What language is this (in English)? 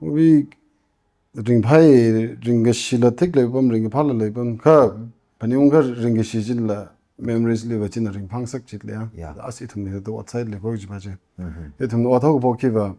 Tangkhul Naga (India)